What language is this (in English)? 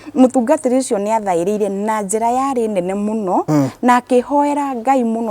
Kikuyu